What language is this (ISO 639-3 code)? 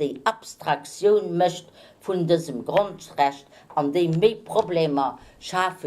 ltz